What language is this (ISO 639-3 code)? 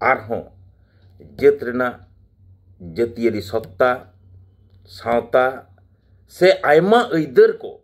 sat